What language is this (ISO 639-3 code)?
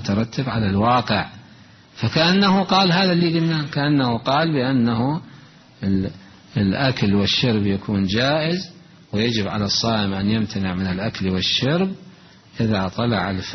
acm